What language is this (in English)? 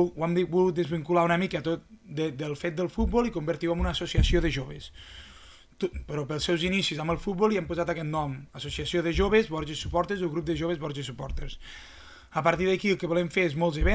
Catalan